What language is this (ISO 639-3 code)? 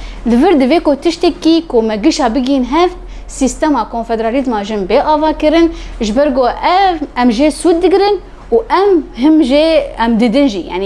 kur